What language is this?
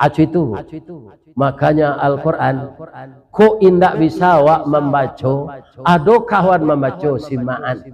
Minangkabau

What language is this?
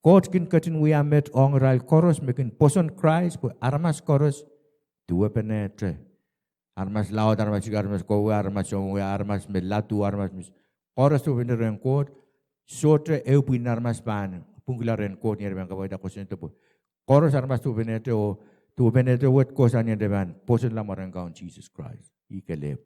Pohnpeian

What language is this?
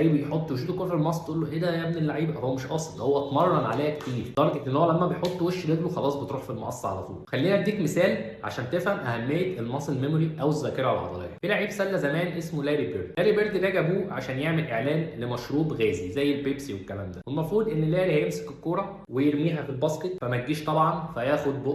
Egyptian Arabic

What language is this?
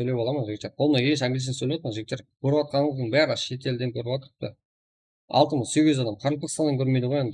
Kara-Kalpak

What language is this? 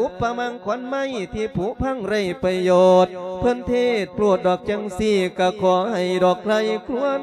Lao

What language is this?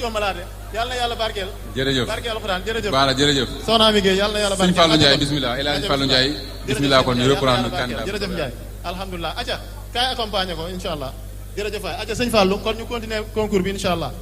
Wolof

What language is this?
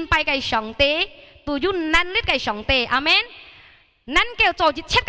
Hakka Chinese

